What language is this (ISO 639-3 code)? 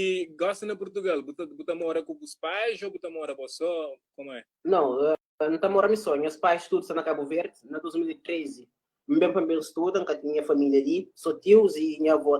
kea